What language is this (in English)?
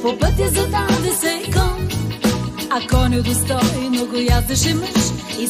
Bulgarian